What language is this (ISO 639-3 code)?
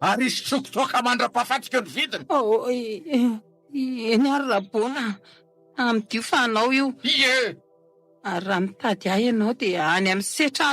mlg